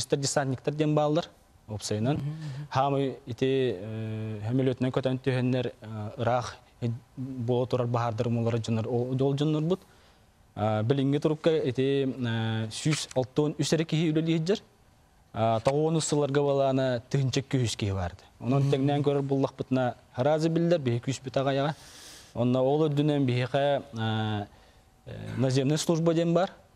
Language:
Yakut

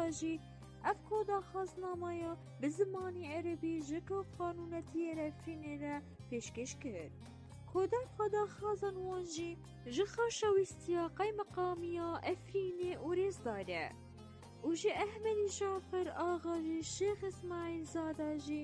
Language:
Kurdish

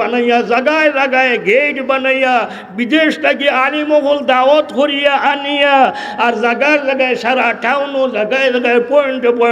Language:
Sylheti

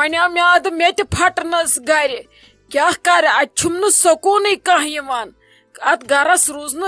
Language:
Kashmiri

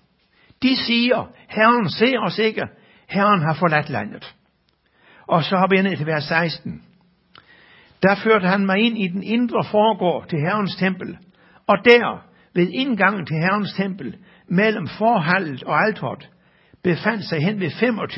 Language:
Danish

